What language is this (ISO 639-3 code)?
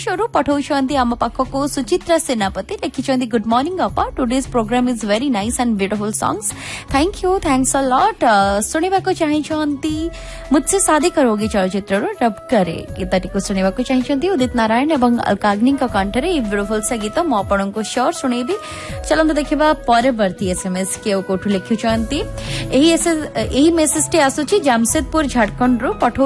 ori